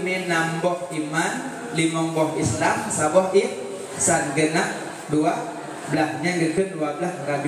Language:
Achinese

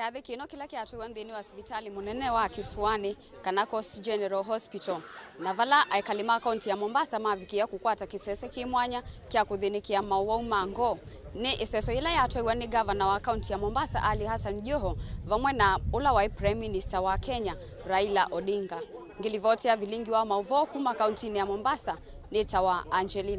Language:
Kamba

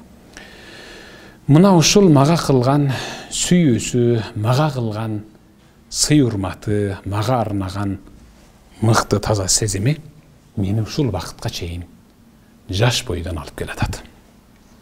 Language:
Kyrgyz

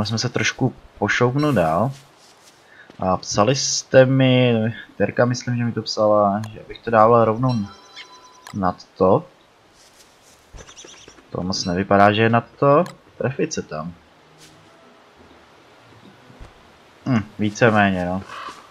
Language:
Czech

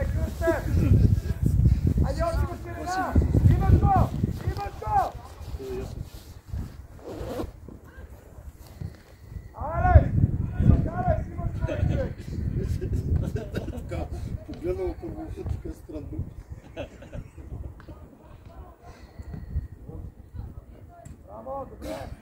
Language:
Bulgarian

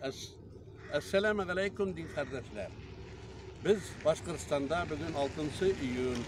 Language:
Tatar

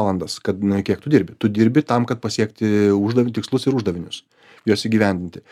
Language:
Lithuanian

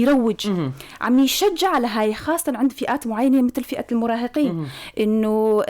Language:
North Levantine Arabic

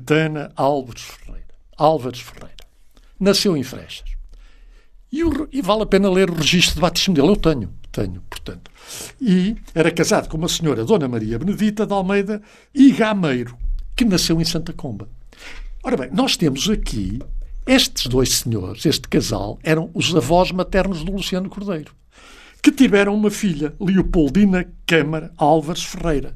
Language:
Portuguese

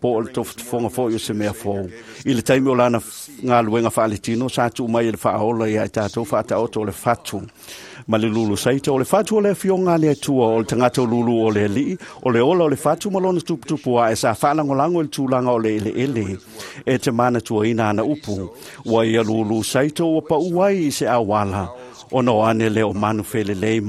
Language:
Samoan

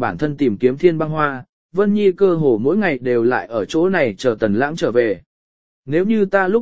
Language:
Vietnamese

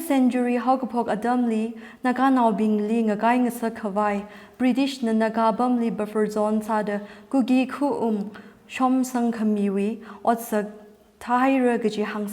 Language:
Tangkhul Naga (India)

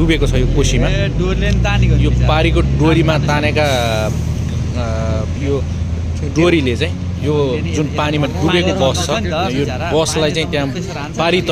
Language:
Nepali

